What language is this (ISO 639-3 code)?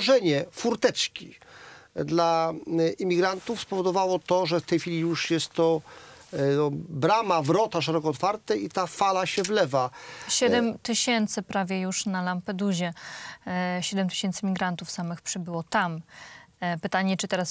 pol